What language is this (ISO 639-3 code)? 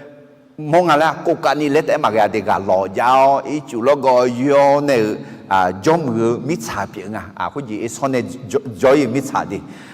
ahk